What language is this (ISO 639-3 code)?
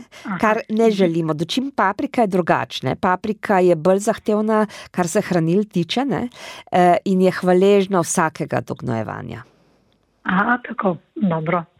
slv